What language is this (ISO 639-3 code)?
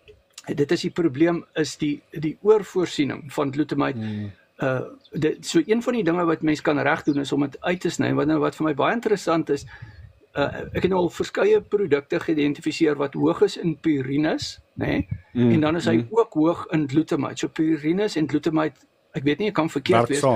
afr